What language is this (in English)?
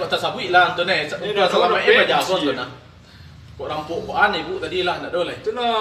Minangkabau